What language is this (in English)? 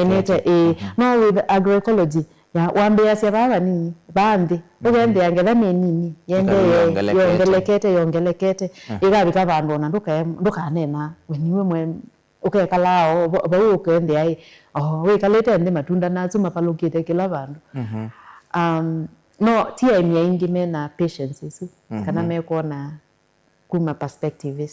Kamba